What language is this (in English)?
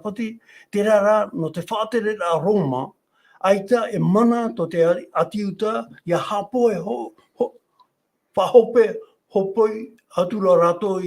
Tahitian